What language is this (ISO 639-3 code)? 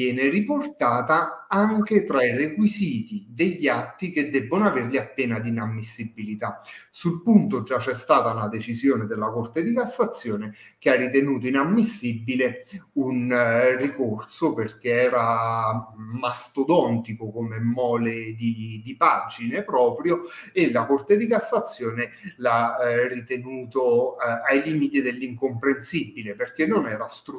ita